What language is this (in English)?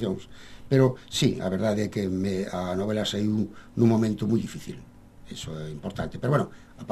Galician